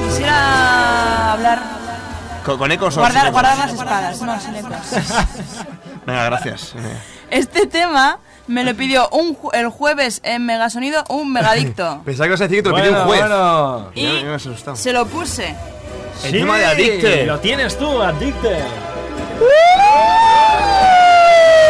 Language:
Spanish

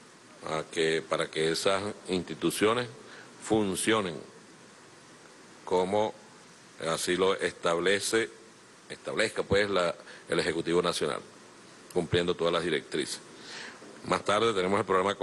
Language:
Spanish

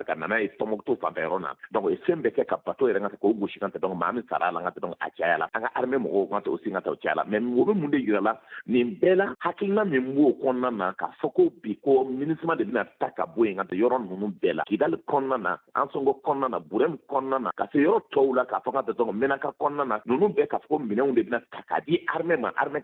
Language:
Bambara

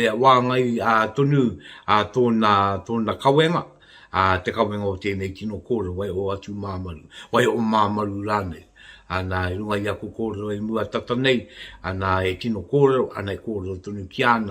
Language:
Māori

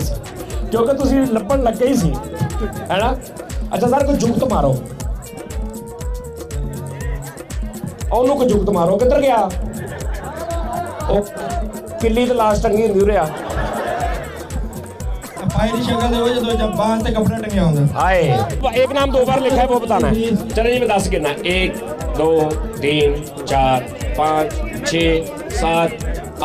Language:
Punjabi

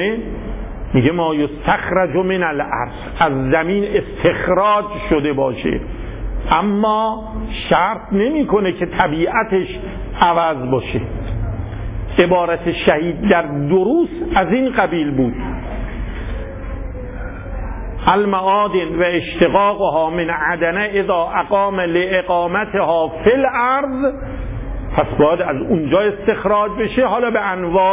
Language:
Persian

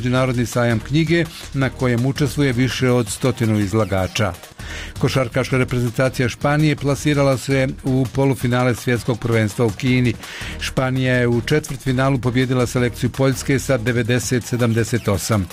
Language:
Bosnian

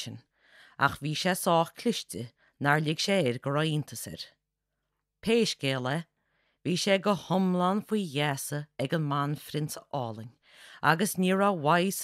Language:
Irish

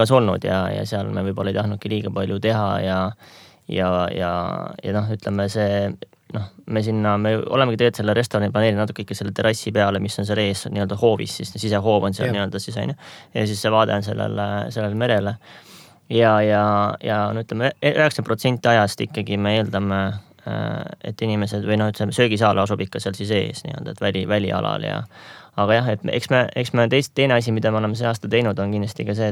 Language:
Estonian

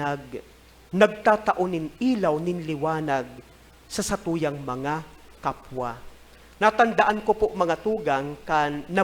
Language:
Bikol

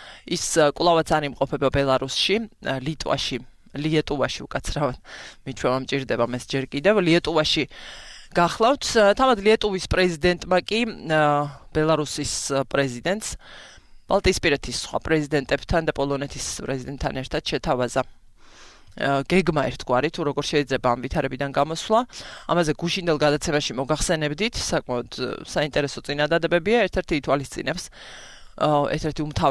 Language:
Georgian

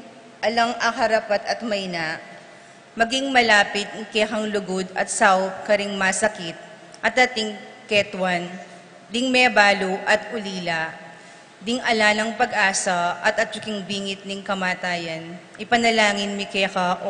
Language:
Pampanga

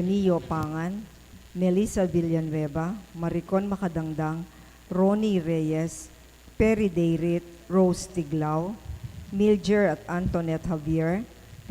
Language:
Pampanga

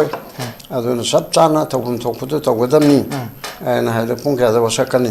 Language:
Manipuri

